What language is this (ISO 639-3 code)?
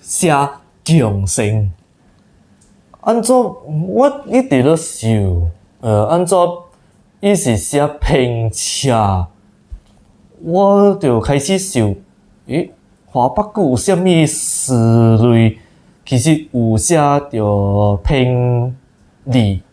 nan